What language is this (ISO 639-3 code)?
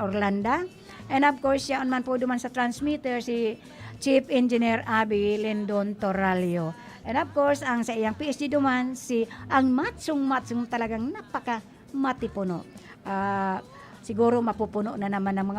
bik